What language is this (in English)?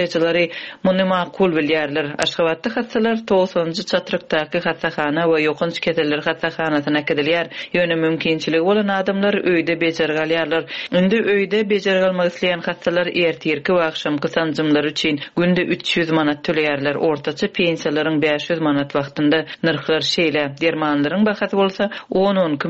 Turkmen